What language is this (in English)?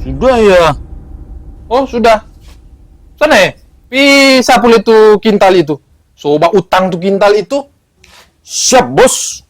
Manado Malay